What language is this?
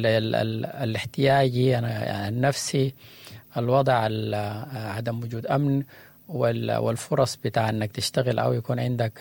Sudanese Arabic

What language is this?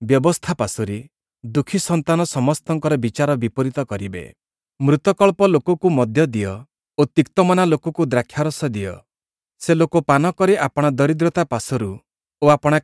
Odia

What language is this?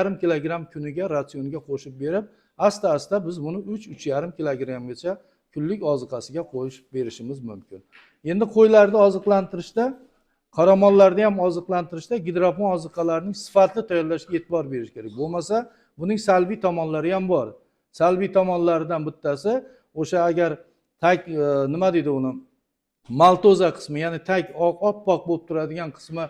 Uzbek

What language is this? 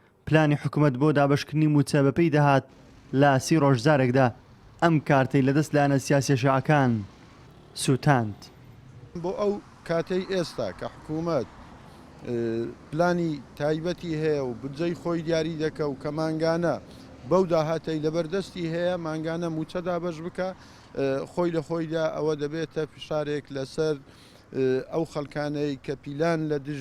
Central Kurdish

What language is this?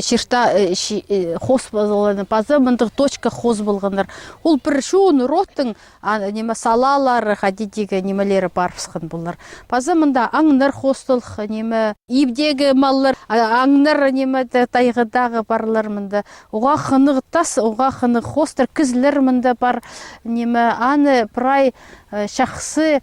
Khakas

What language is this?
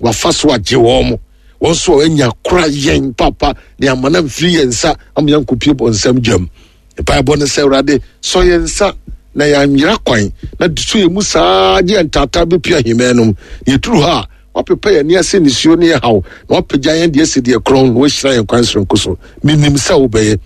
Akan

